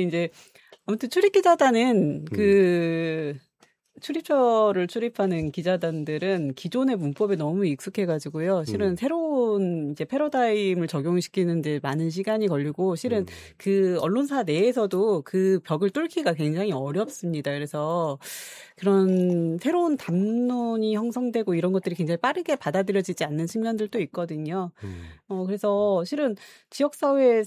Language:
Korean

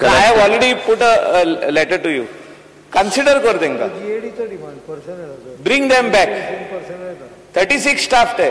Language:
Konkani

